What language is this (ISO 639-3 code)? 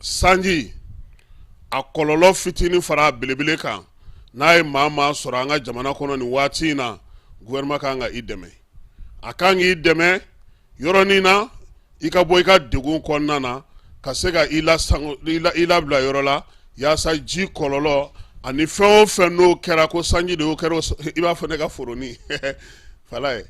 bam